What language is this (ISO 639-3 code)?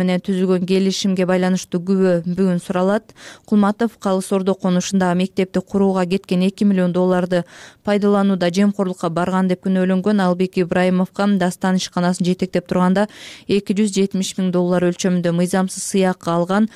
kir